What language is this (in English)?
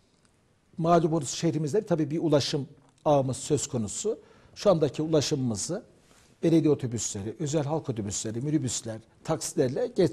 Turkish